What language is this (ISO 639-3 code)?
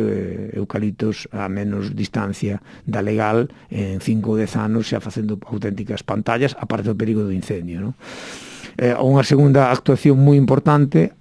glg